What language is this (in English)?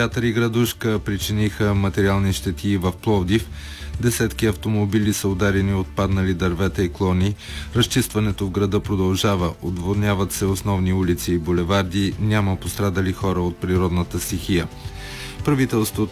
Bulgarian